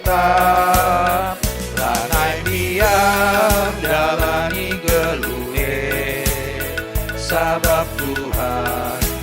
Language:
Batak Karo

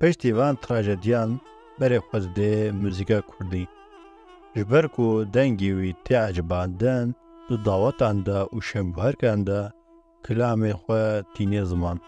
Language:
Kurdish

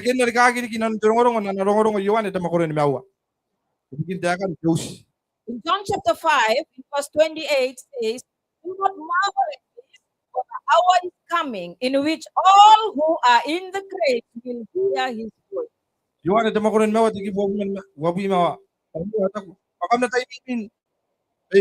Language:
Gilbertese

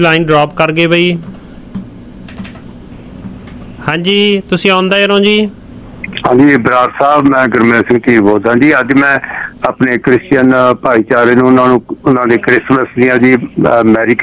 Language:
Punjabi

